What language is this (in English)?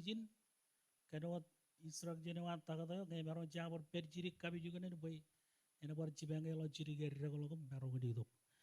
Marshallese